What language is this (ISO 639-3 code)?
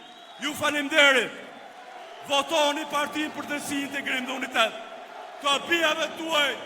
sqi